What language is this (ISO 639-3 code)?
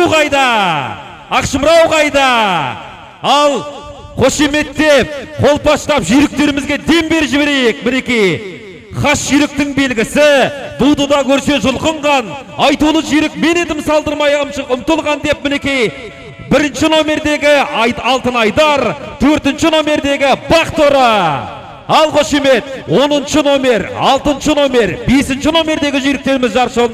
kaz